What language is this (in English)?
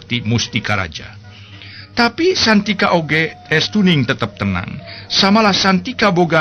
Sundanese